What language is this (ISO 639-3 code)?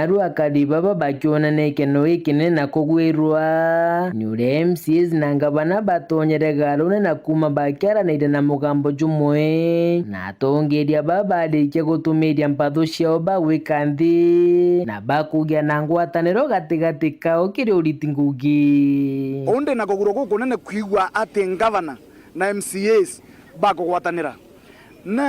mer